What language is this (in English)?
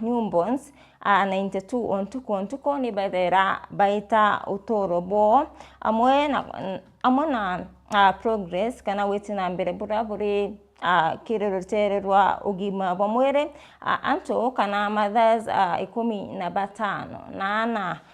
Meru